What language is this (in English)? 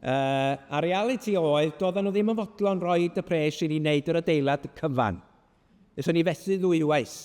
Welsh